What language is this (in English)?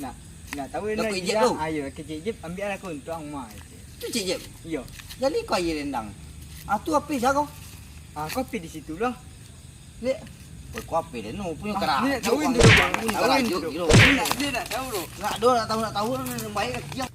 Minangkabau